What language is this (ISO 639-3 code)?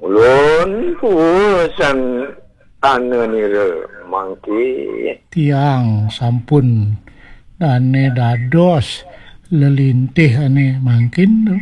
ban